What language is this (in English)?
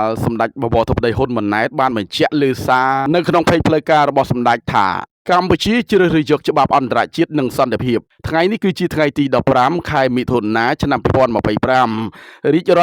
Khmer